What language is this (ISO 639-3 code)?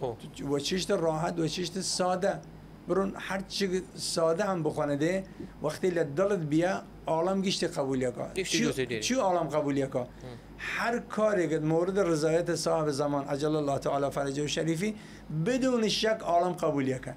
sdh